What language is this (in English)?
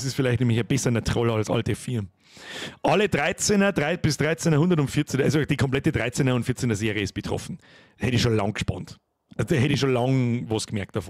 Bavarian